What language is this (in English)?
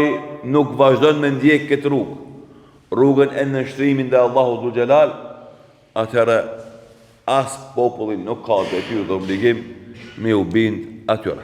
Albanian